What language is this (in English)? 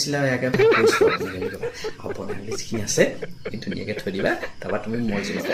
Assamese